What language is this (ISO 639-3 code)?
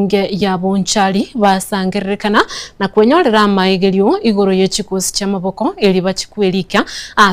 guz